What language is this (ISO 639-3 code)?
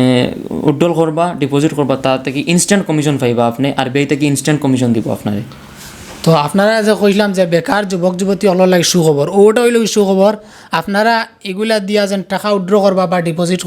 syl